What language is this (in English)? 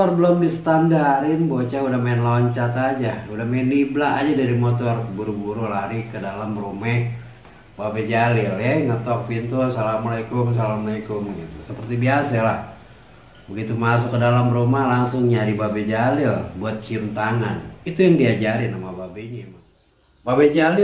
Betawi